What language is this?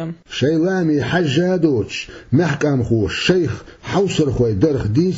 Chechen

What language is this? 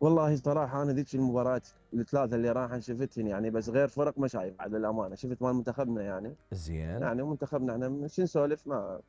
Mesopotamian Arabic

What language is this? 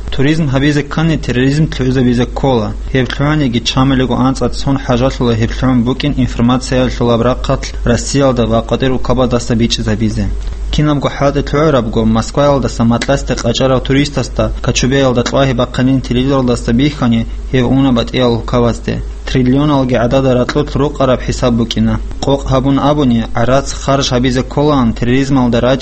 Avaric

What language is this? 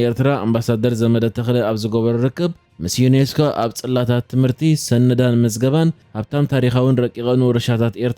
Tigrinya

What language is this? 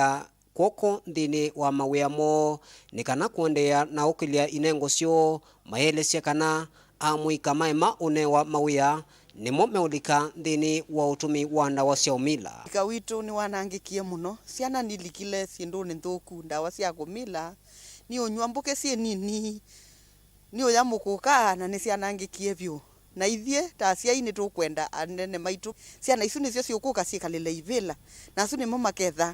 Kamba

